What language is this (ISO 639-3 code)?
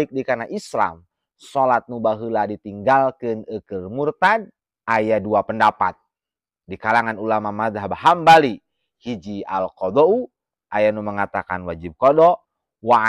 sun